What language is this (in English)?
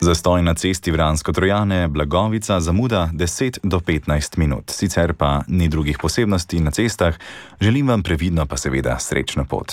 Slovenian